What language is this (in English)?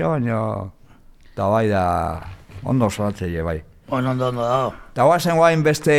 Basque